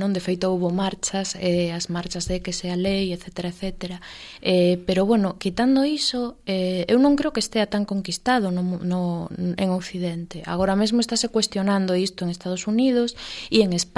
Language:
Galician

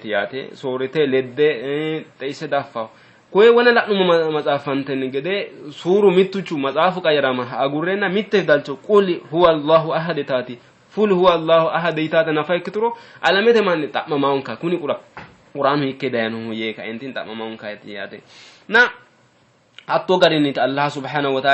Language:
Sidamo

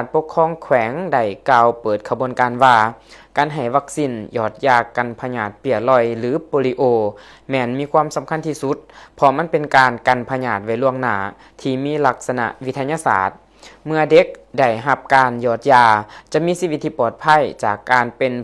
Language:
Lao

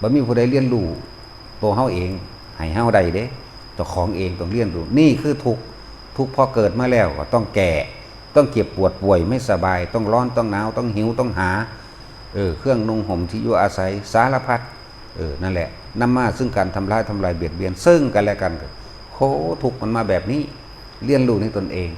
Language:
Northeastern Thai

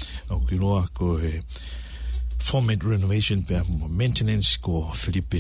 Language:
Tongan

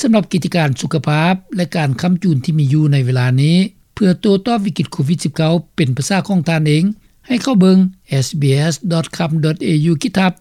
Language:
Lao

